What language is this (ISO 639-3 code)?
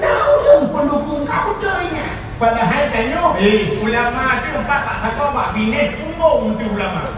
ace